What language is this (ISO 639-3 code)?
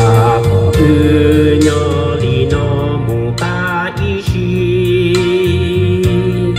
hmn